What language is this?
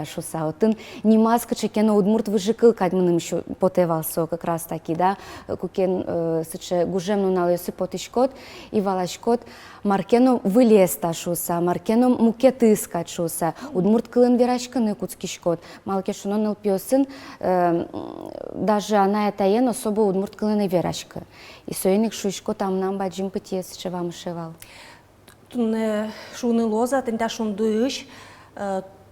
Udmurt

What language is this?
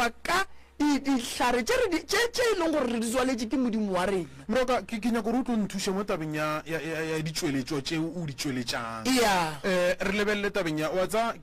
Northern Sotho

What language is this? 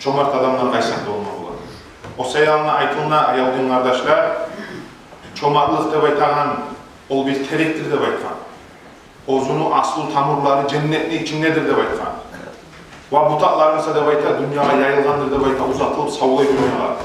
Kumyk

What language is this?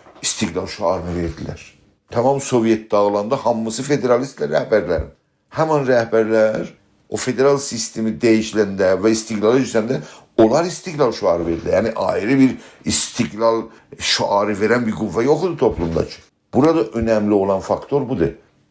South Azerbaijani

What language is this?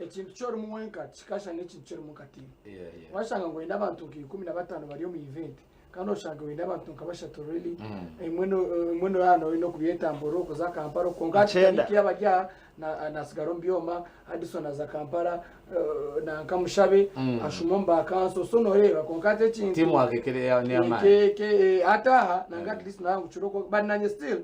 Nyankole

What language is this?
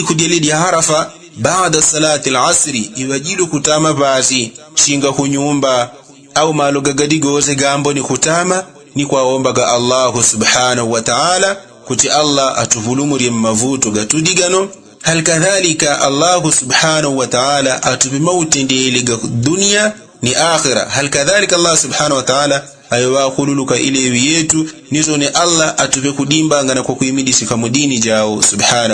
Yao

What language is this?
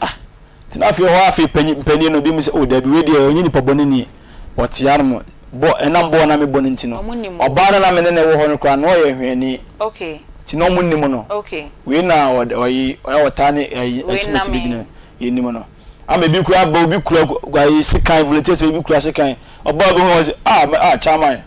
Akan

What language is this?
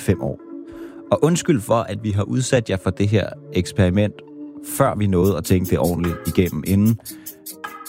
Danish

